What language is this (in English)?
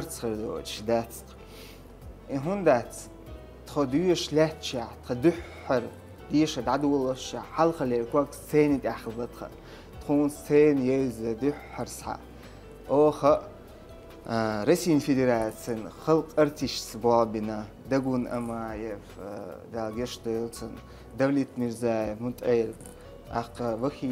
Chechen